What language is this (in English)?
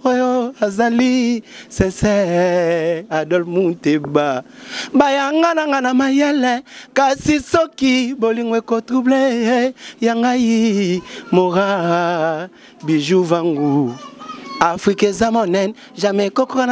Lingala